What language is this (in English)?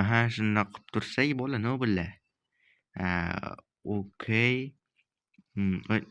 Uzbek